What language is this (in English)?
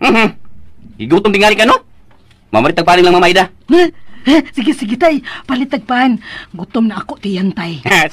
Cebuano